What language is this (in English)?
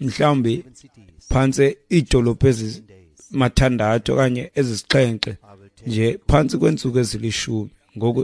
Xhosa